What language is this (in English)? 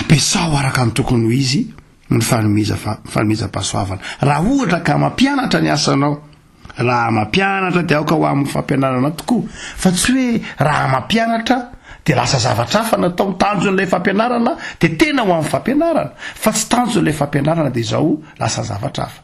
Malagasy